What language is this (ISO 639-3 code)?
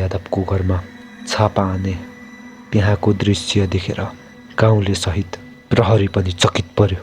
nep